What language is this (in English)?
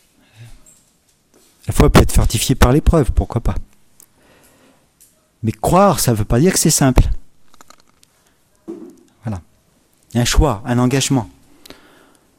French